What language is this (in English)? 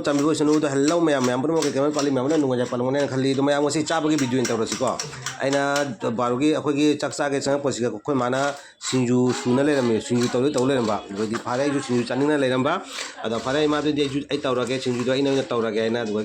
Manipuri